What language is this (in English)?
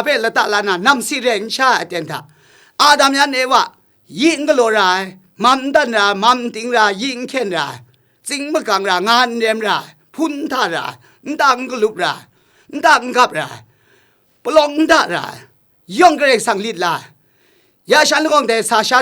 Kachin